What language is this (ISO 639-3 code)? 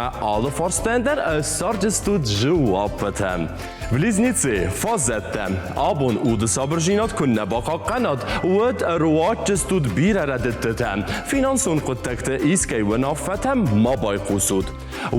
oss